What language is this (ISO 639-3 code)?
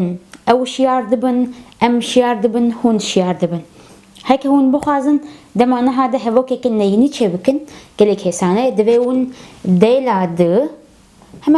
kur